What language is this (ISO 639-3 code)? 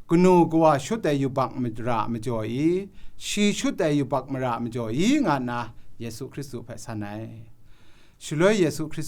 kac